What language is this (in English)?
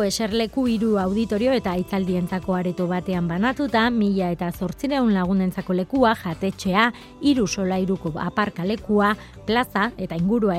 Basque